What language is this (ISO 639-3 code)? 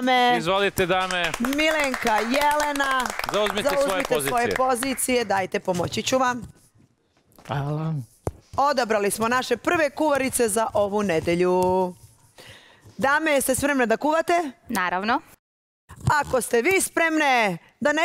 srp